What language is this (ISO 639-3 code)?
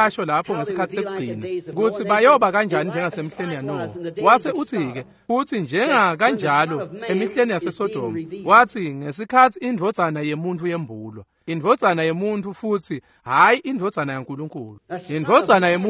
ssw